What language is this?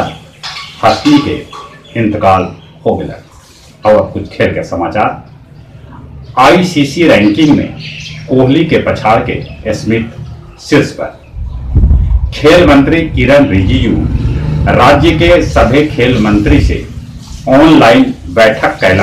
Magahi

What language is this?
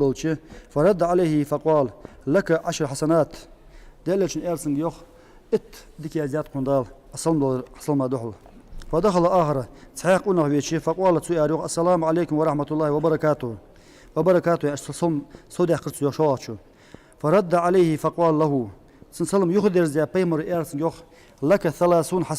Ingush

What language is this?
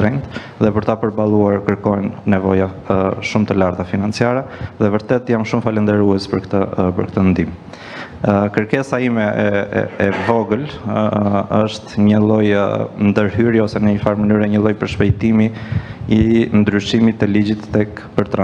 Albanian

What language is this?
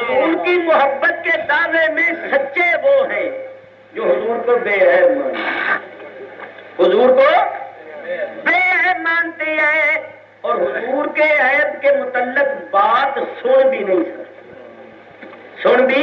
Urdu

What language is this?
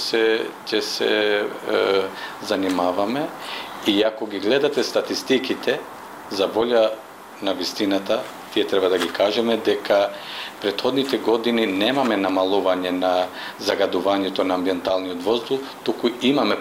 Macedonian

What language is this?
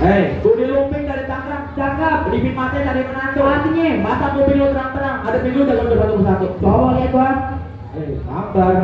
Betawi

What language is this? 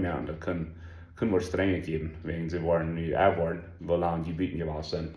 Plautdietsch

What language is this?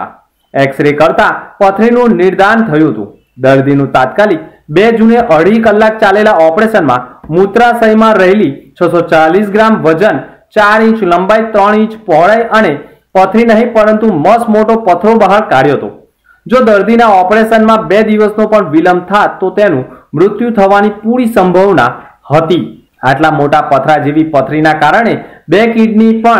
Gujarati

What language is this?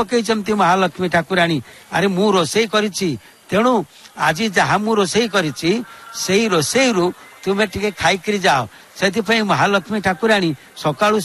Odia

